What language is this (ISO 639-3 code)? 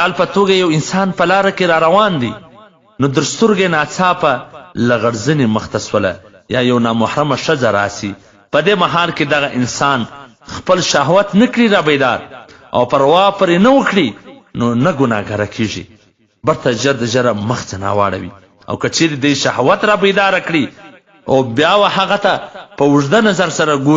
pus